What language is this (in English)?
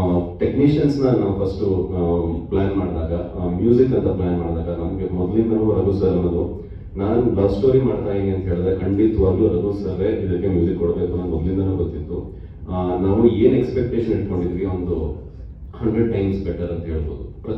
Kannada